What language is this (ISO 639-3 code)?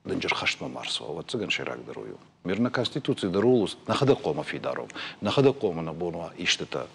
oss